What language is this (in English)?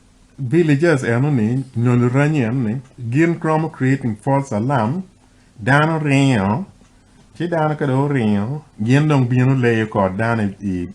Acoli